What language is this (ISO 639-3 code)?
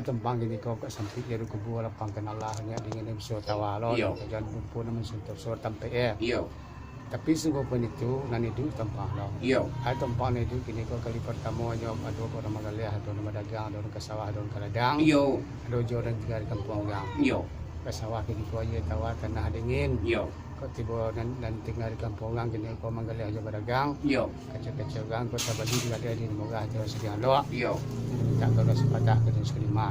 min